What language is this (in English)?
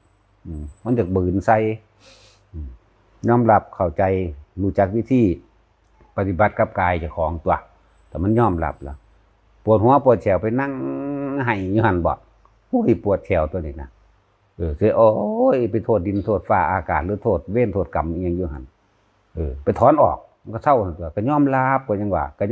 Northeastern Thai